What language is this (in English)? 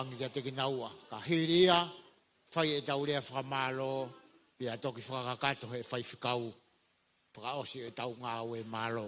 Tongan